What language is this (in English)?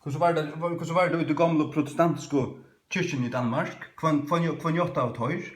Faroese